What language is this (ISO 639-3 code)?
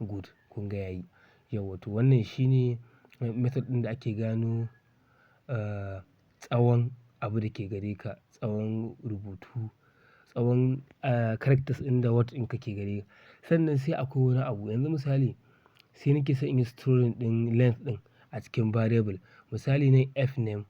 hau